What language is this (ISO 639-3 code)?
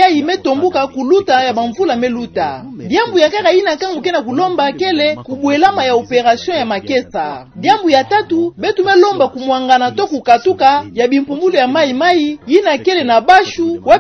ktu